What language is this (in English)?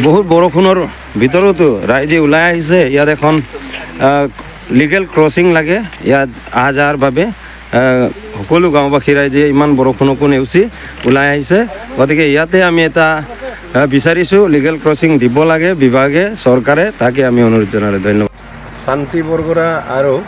Assamese